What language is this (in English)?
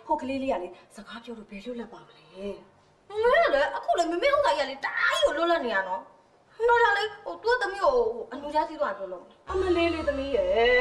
Burmese